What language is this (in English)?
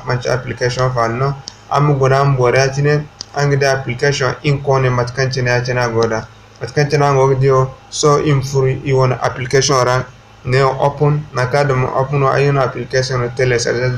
Zarma